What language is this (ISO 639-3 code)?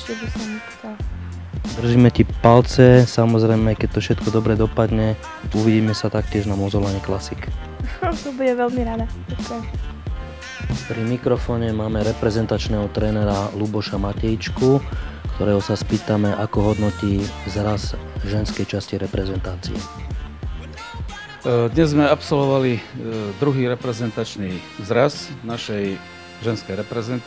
slk